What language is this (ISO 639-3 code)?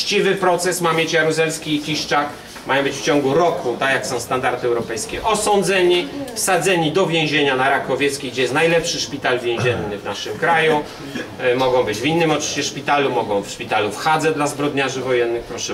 pol